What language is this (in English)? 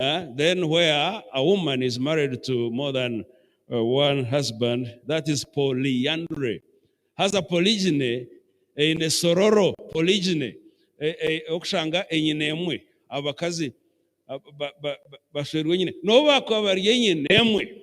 Nyankole